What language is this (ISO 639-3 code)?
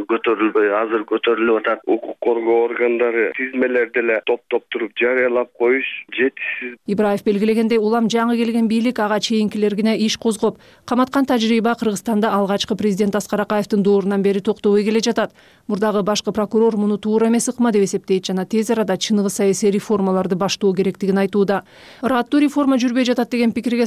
kir